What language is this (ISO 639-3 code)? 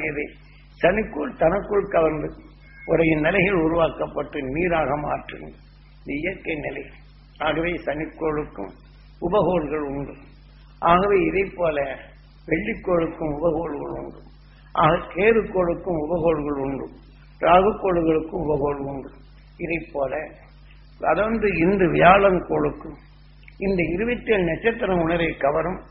tam